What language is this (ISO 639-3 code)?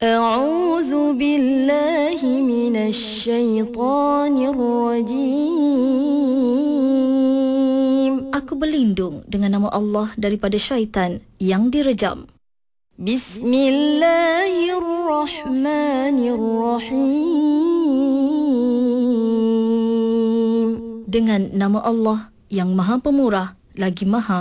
msa